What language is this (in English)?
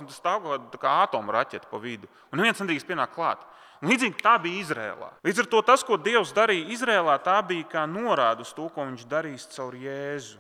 Latvian